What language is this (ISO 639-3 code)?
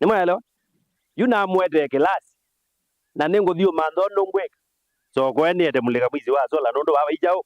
kam